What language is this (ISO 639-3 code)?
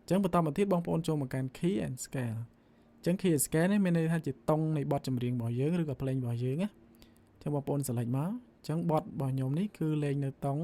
khm